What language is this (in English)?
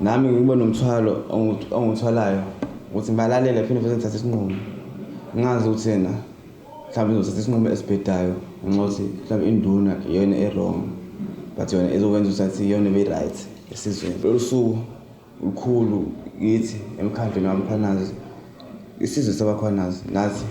Zulu